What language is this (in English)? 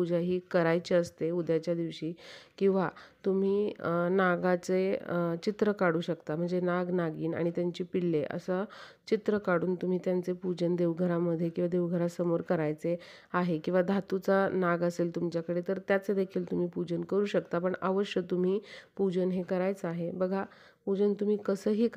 Marathi